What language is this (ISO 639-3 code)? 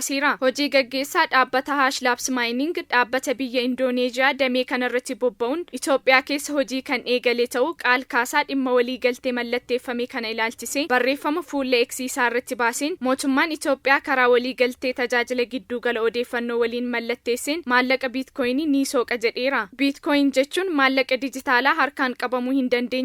orm